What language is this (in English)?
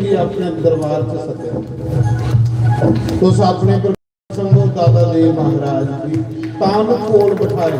Dogri